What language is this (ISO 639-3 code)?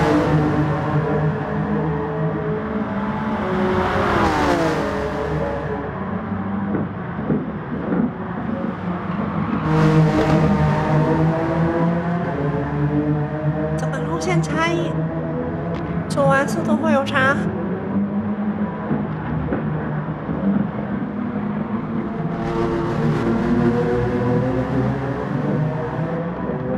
zho